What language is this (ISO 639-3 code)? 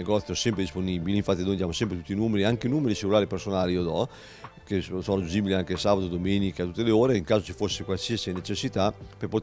ita